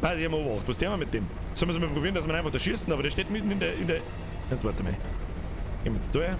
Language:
Bavarian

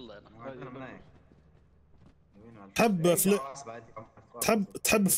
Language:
Tunisian Arabic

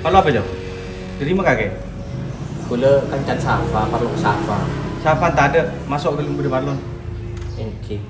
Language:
Madurese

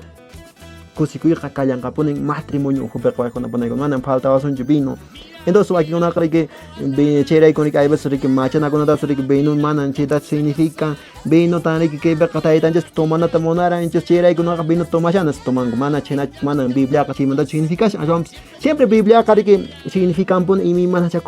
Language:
Quechua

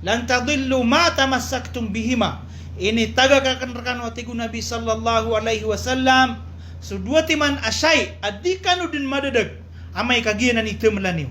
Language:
Maranao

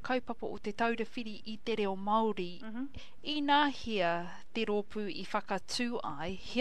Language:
Māori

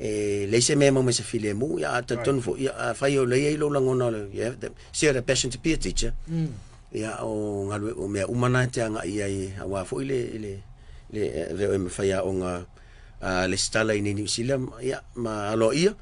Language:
Samoan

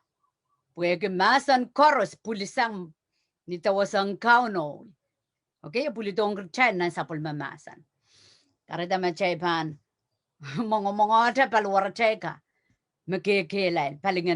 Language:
Pohnpeian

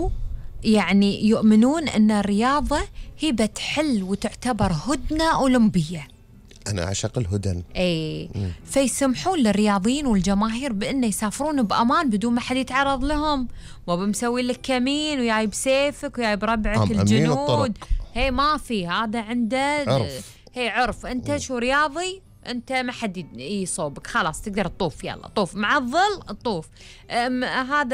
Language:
Gulf Arabic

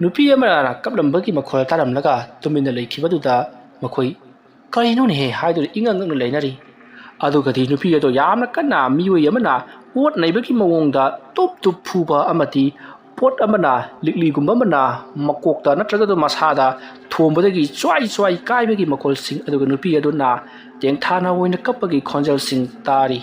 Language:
Manipuri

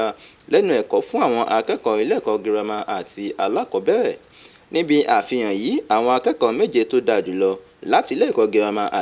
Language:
Yoruba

